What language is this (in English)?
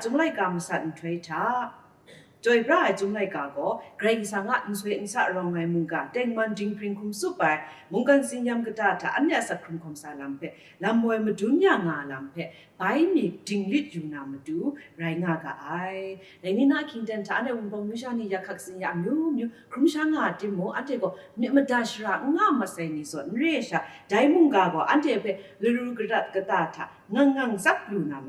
Kachin